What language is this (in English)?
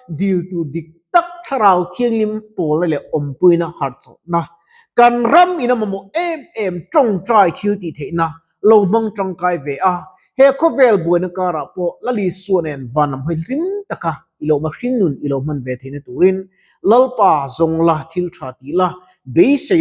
Mizo